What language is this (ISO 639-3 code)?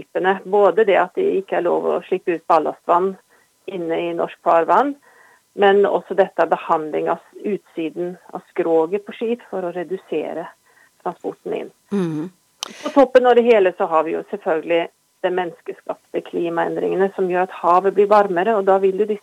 nor